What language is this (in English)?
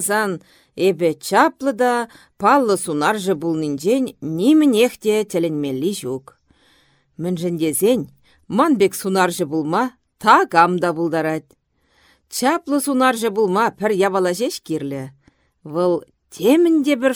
Chuvash